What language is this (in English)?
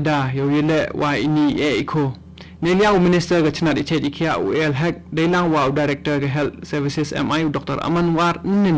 Khasi